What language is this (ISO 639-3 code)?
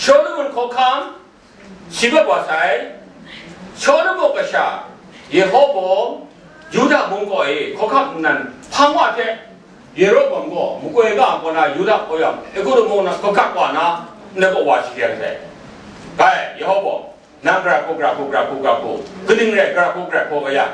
kac